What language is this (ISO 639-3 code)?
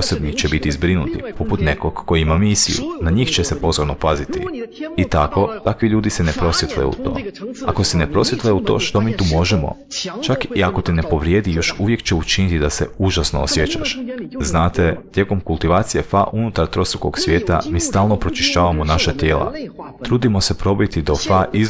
hrv